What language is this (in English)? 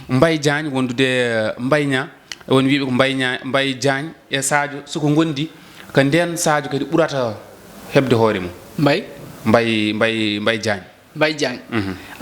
Fula